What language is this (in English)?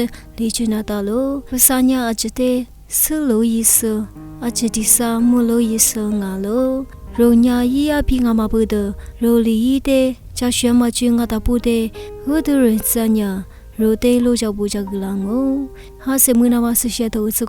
Lisu